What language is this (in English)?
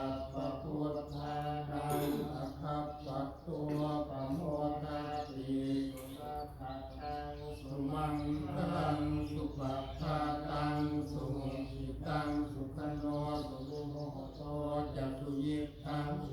Pali